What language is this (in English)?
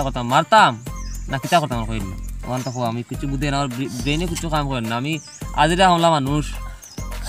Sylheti